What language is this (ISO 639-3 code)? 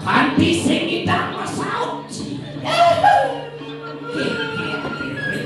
ban